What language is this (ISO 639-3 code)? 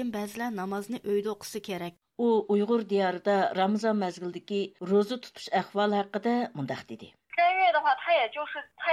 uig